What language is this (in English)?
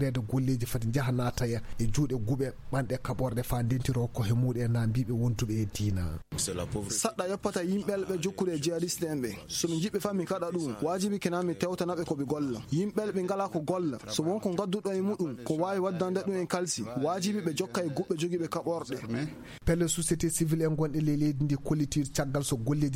Fula